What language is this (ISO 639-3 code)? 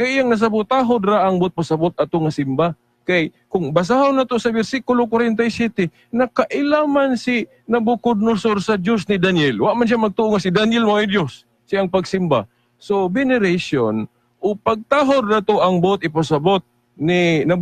ceb